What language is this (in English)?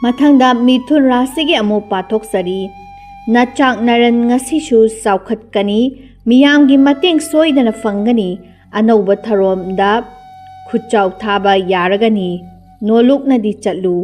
Manipuri